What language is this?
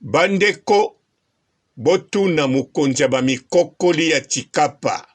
Lingala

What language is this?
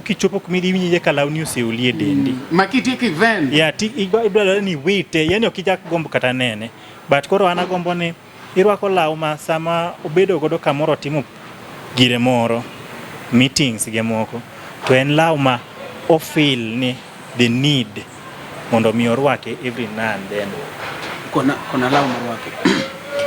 Luo (Kenya and Tanzania)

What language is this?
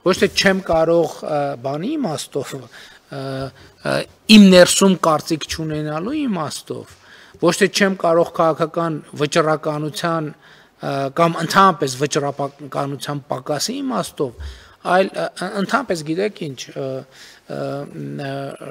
Armenian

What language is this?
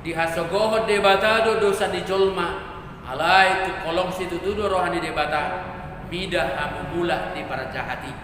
Batak Toba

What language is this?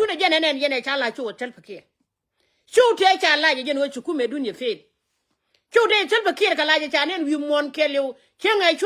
Nuer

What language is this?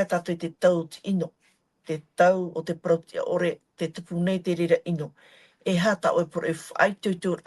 Tahitian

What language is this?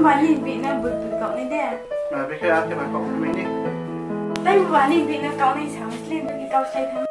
Riang (India)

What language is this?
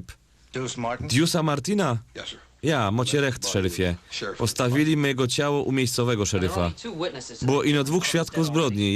Silesian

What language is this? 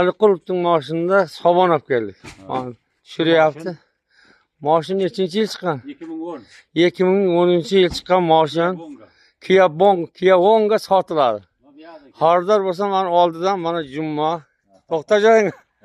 Uzbek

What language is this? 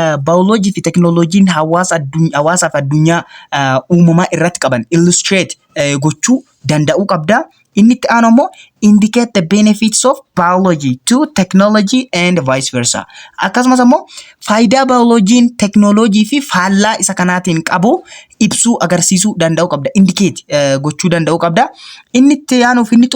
Oromo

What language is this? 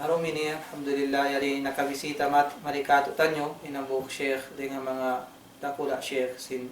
Tausug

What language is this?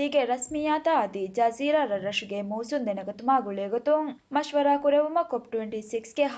Divehi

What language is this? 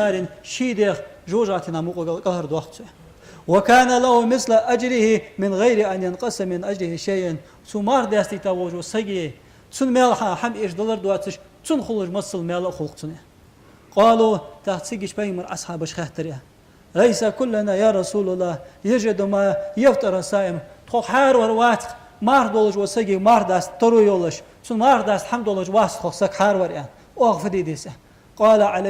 Ingush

